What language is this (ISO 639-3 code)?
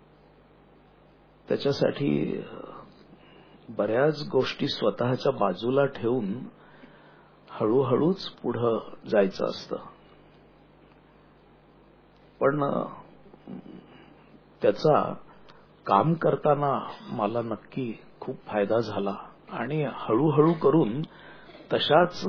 mar